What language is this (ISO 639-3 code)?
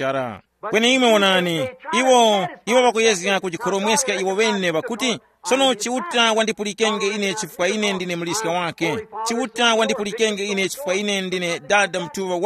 tum